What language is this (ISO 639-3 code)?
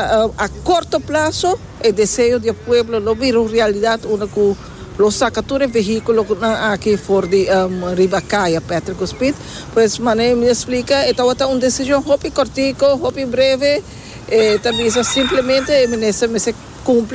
pap